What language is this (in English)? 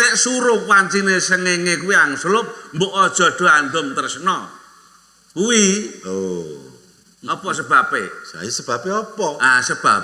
Javanese